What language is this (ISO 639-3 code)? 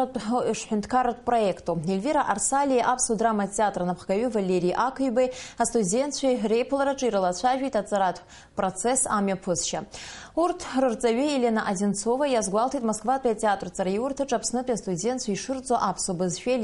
abk